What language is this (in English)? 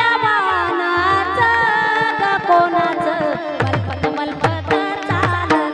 Marathi